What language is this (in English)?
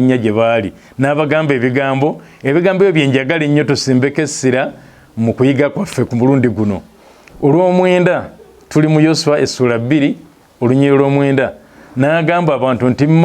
Ganda